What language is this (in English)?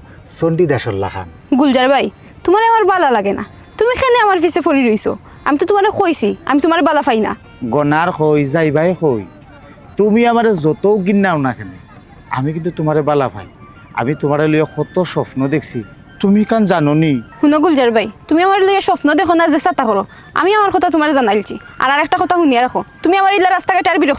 Sylheti